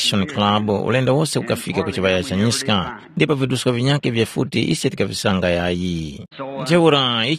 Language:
Tumbuka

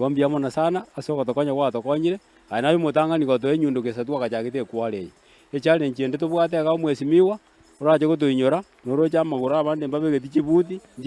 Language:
Gusii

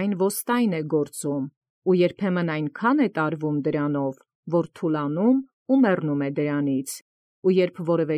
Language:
Armenian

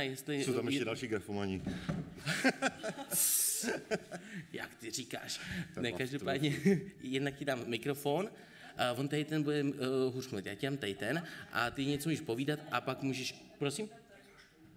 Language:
Czech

